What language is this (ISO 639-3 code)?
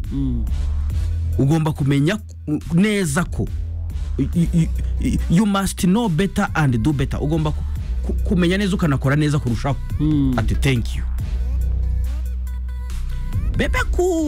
kin